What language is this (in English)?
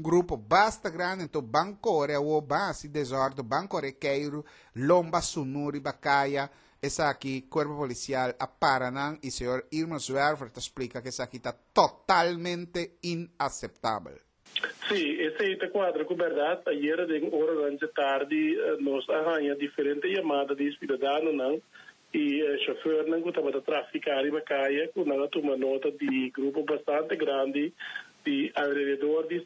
Papiamento